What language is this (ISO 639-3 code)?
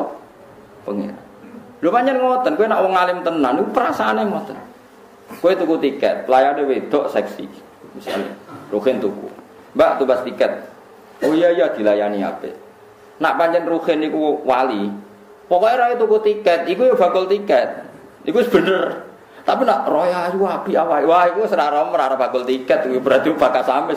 jav